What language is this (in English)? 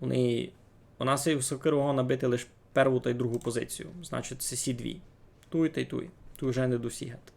Rusyn